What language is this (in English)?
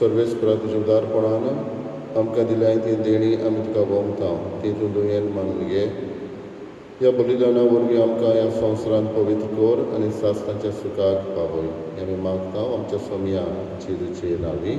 Konkani